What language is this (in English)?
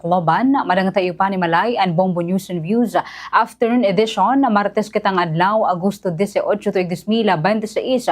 Waray